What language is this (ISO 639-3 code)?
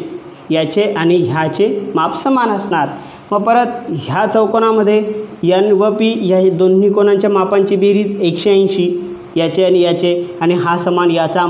mar